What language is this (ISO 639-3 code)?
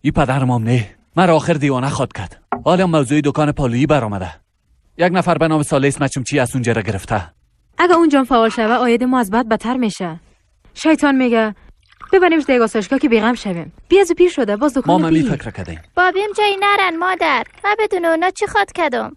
fas